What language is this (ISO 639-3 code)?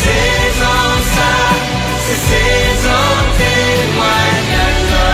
hat